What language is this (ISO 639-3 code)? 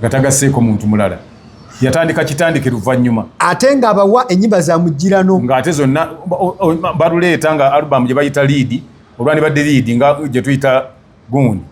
lug